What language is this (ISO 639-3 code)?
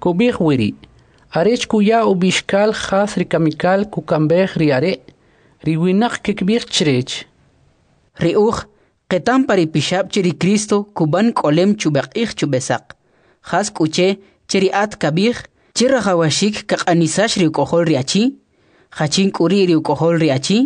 quc